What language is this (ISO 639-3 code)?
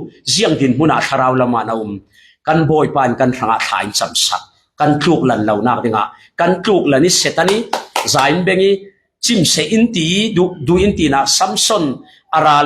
cfm